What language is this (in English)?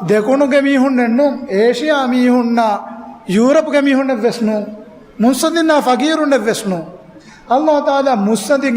Divehi